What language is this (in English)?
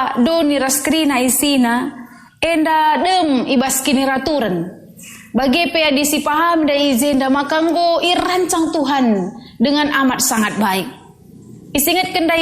Batak Karo